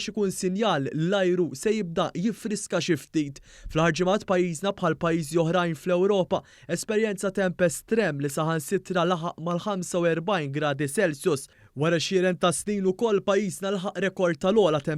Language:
Maltese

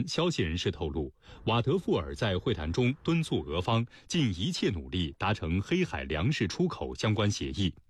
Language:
Chinese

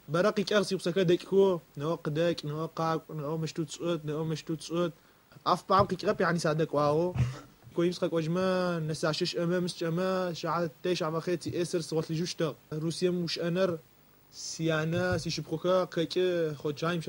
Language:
Adyghe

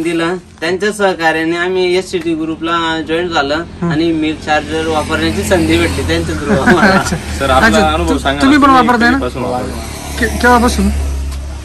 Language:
Marathi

